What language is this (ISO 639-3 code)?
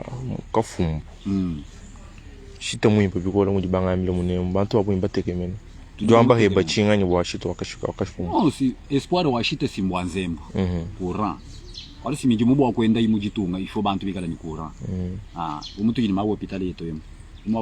lua